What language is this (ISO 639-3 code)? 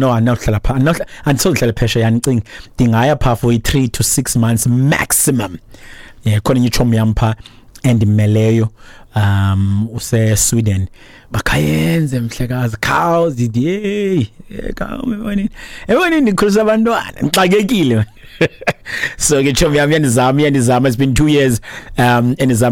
xho